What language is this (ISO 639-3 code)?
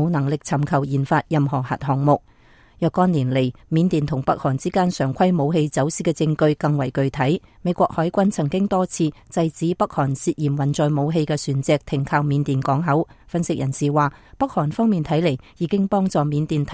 yue